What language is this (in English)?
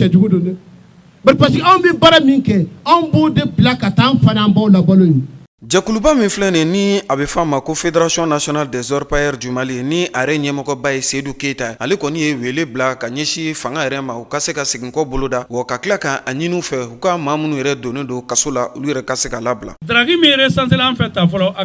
Bambara